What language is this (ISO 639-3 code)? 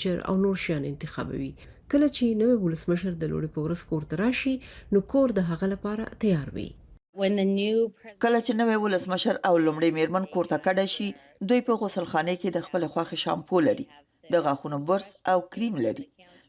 pus